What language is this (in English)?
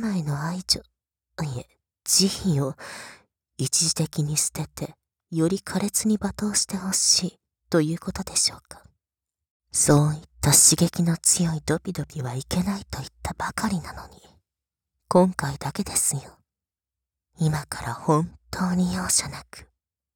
Japanese